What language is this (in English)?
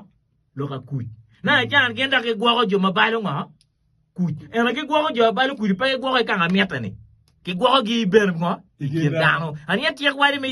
Acoli